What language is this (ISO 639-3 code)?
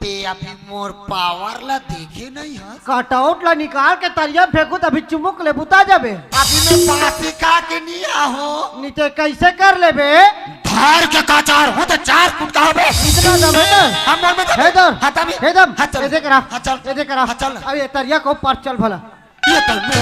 hne